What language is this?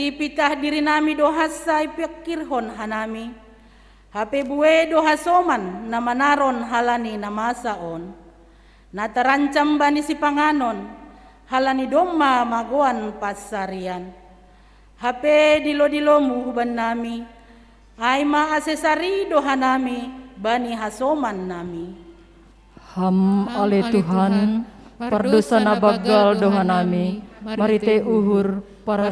Batak Simalungun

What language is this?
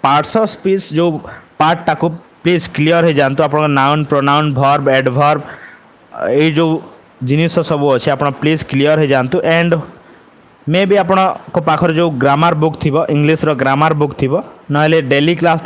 Odia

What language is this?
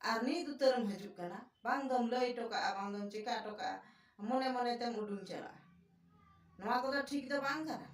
Santali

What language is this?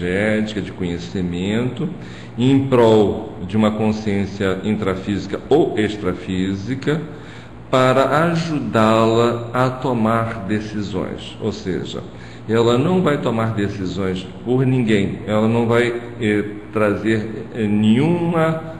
Portuguese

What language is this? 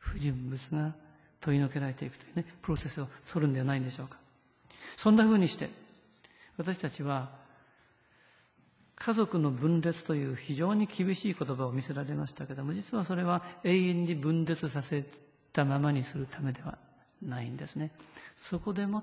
Japanese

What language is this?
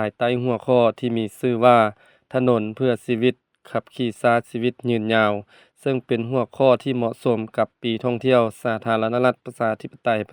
Lao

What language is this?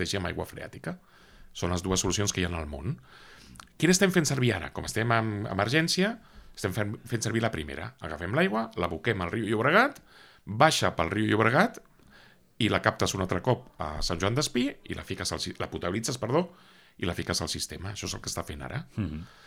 Catalan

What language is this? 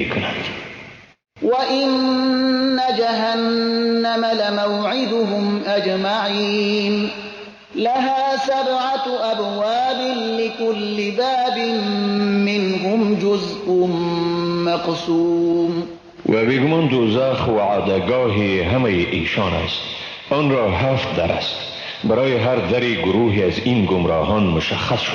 Persian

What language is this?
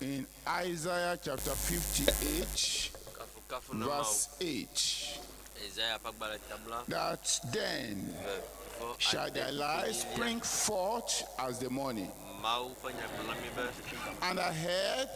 Ewe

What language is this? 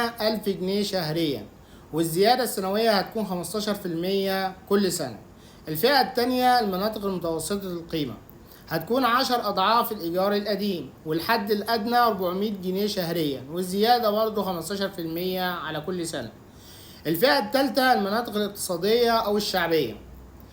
Egyptian Arabic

